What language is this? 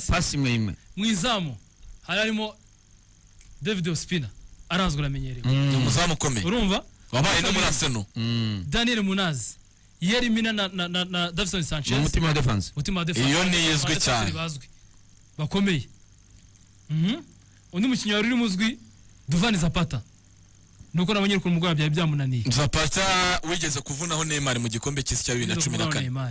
Kinyarwanda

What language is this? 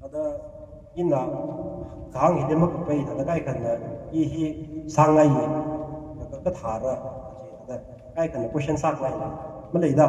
Tangkhul Naga (India)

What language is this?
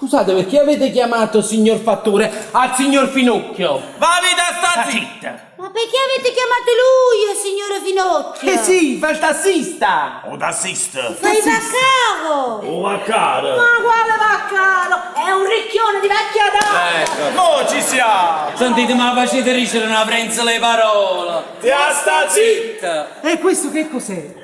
Neapolitan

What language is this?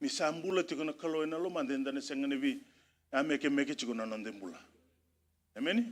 Fijian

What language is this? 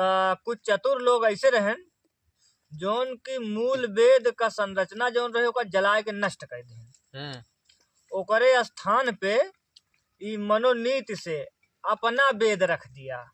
Awadhi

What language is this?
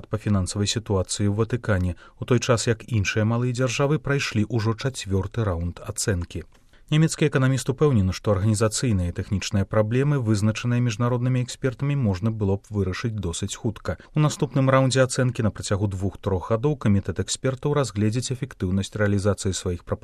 Belarusian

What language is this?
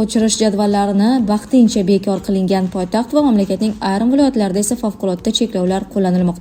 Uzbek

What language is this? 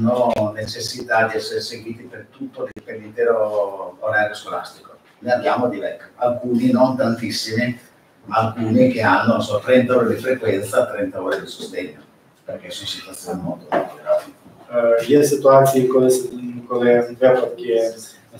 Italian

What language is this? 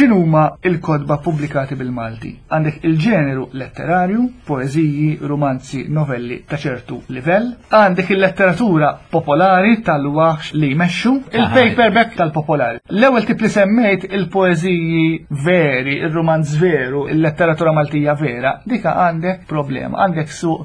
Maltese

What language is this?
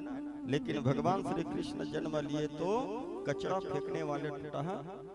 Chhattisgarhi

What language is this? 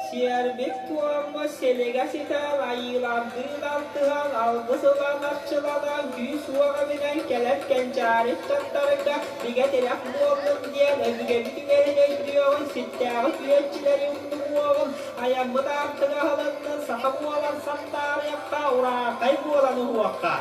Yakut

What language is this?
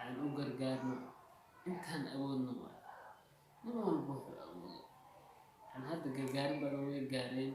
Somali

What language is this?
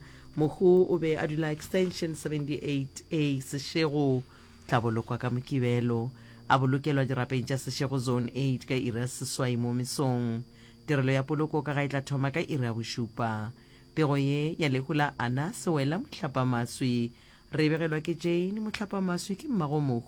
Northern Sotho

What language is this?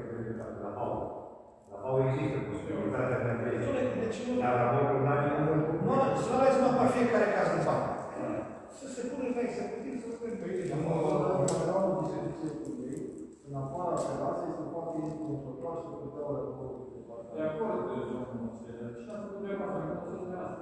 Romanian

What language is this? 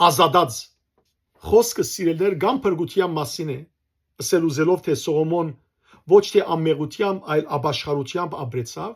Western Armenian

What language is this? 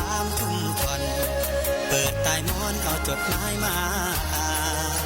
Northeastern Thai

